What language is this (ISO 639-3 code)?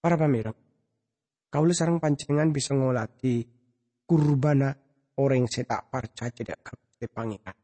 mad